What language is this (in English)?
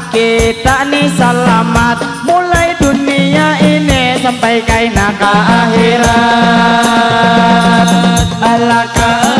Banjar